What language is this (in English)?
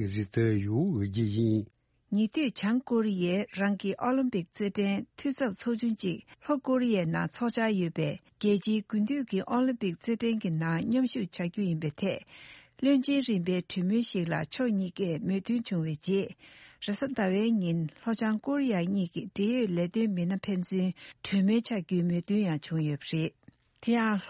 Tibetan